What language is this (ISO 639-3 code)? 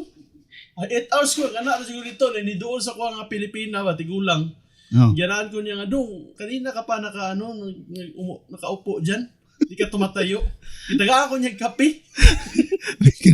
ceb